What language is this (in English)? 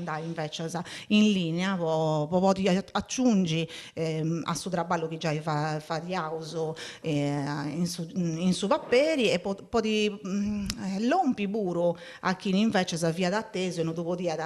Sardinian